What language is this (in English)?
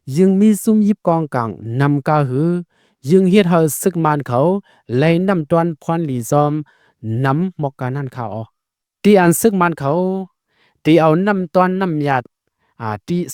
Lao